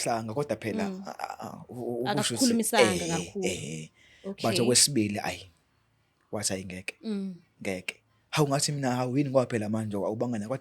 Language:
Zulu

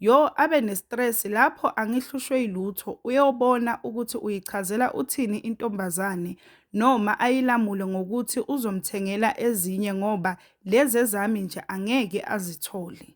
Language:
Zulu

